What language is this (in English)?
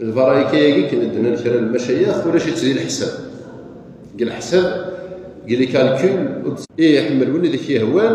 Kabyle